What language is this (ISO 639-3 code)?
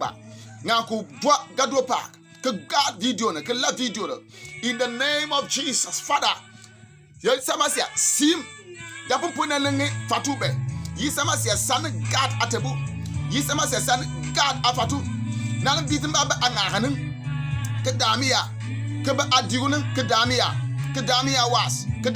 bim